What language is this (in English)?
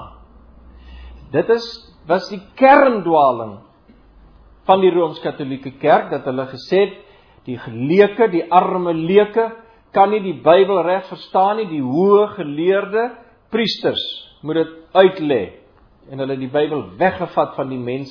Afrikaans